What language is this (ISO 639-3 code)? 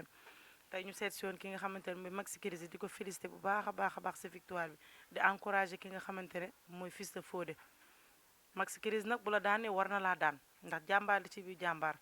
wol